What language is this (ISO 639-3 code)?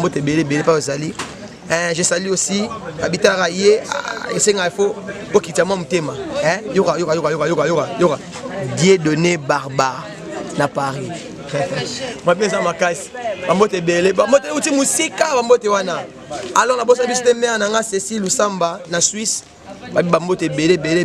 lin